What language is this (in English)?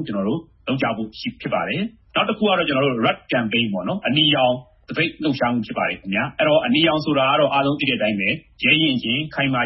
Burmese